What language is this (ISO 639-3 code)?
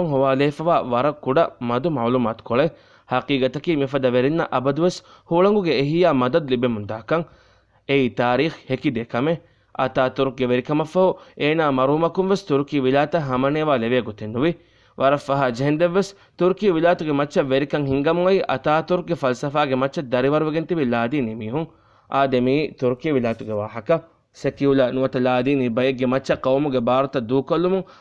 div